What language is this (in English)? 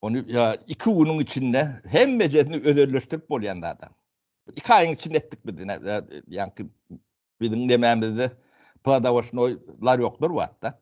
Turkmen